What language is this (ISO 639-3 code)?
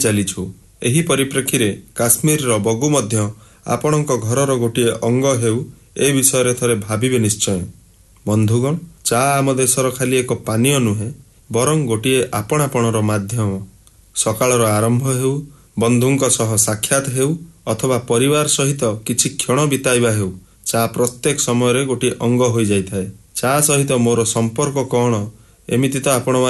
ori